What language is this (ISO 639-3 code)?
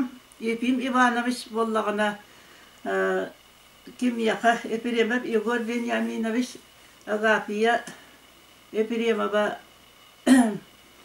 sah